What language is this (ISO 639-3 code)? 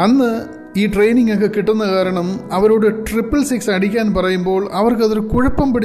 mal